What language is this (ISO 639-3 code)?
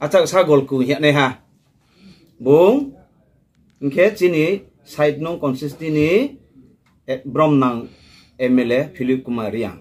ria